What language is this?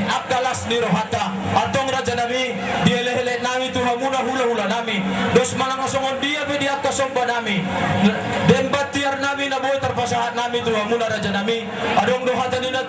Batak Toba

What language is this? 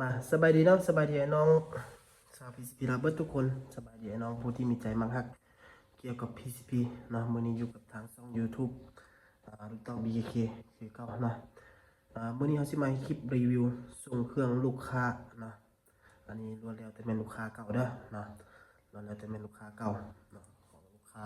Lao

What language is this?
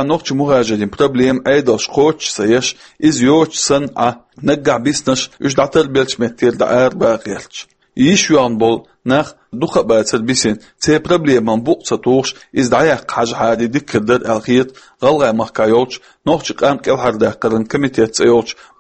Chechen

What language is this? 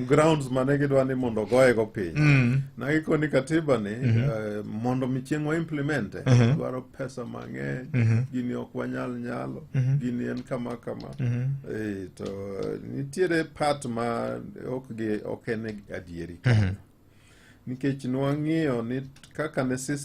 Luo (Kenya and Tanzania)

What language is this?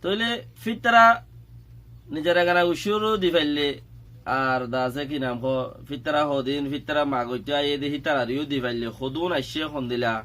Rohingya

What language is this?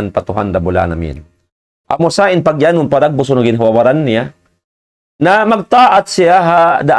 Tausug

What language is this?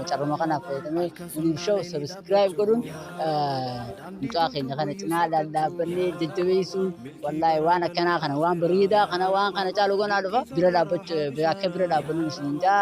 Oromo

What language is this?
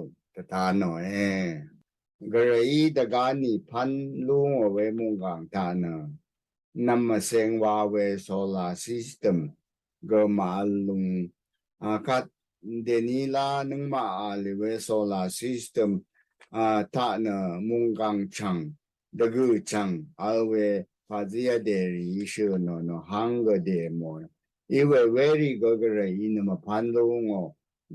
Rawang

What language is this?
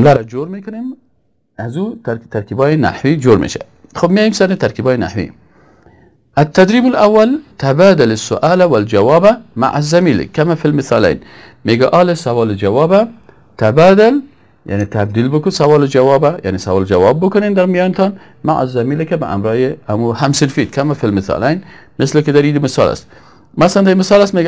Persian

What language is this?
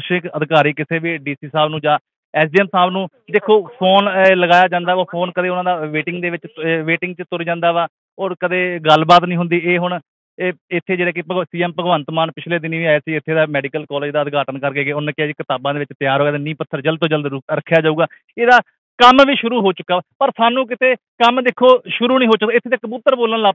Punjabi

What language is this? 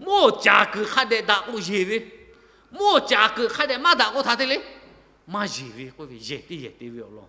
Lahu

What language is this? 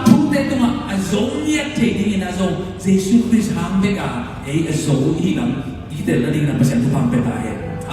Tedim Chin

